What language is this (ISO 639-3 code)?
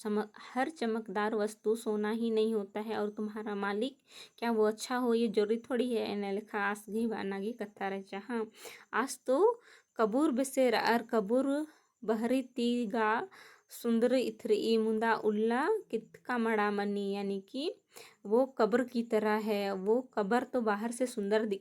kru